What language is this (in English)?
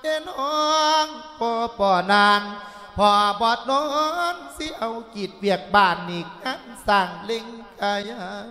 Lao